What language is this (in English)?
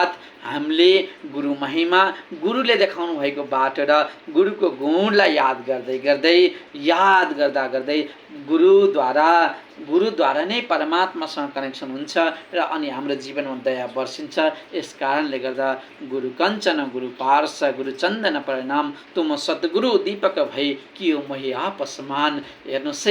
Nepali